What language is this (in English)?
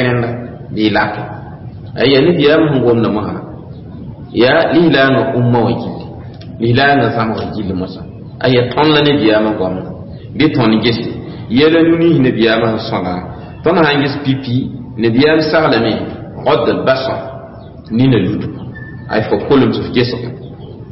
Mossi